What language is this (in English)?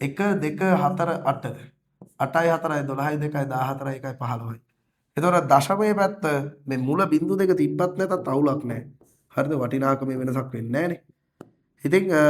Sinhala